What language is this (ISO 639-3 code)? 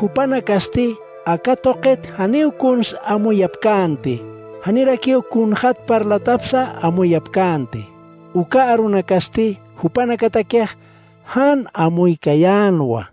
aym